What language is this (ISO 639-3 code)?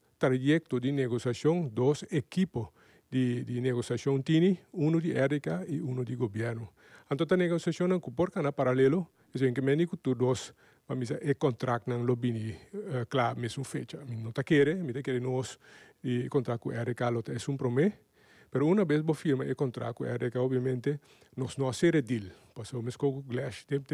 pap